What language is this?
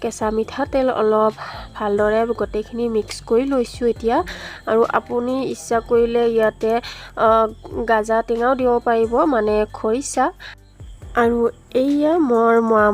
Assamese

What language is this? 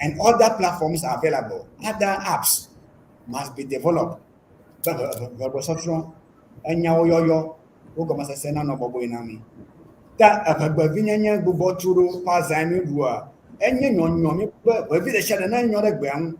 Ewe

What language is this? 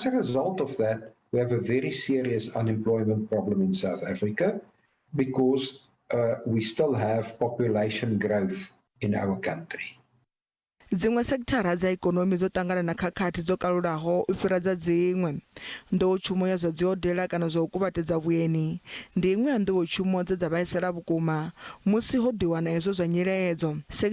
Venda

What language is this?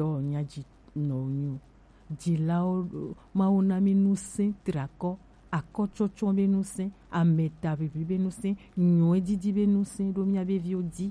Gen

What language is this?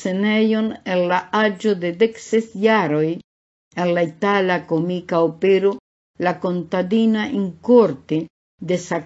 Esperanto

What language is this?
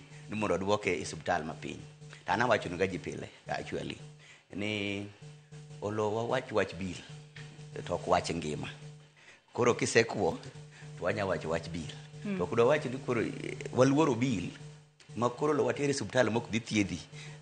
Luo (Kenya and Tanzania)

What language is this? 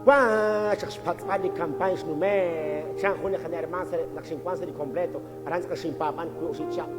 Kekchí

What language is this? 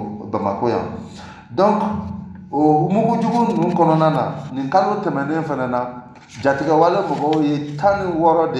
Bambara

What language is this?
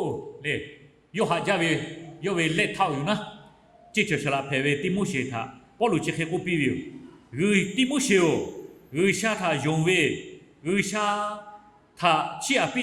Lahu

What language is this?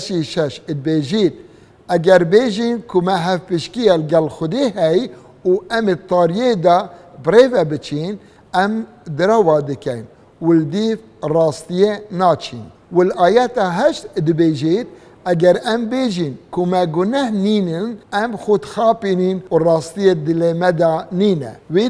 Kurdish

